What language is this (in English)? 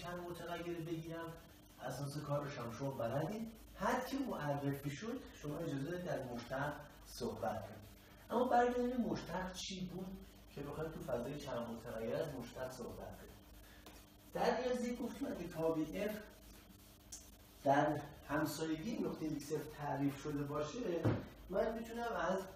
Persian